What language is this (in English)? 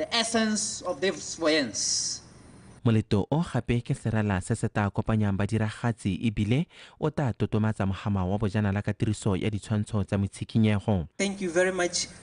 Tswana